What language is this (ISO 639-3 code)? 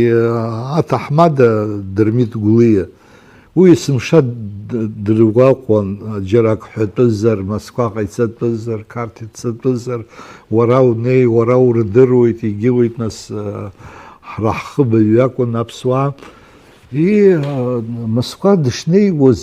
abk